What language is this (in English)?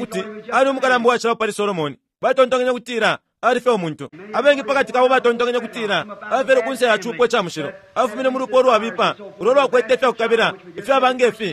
Bemba